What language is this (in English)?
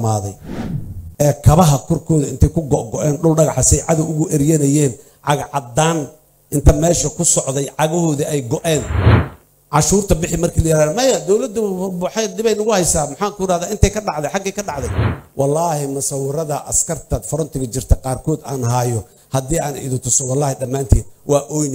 Somali